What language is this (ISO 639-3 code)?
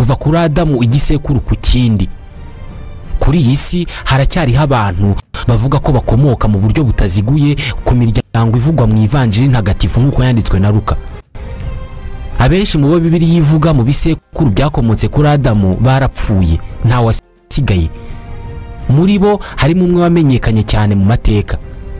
kin